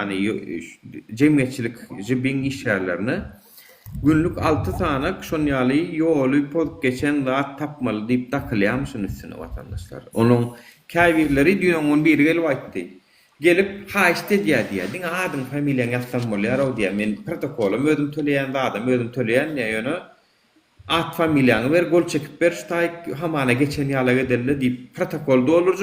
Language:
Turkmen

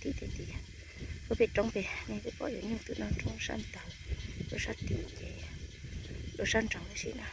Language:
Hmong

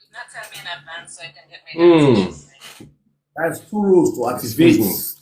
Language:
Nigerian Pidgin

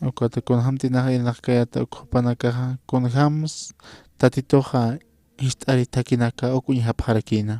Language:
Aymara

